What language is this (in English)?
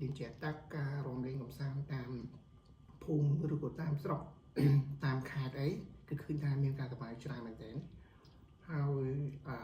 Khmer